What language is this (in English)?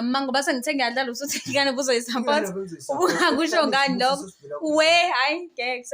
Zulu